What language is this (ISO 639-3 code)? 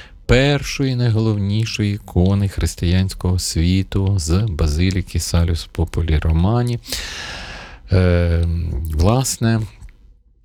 ukr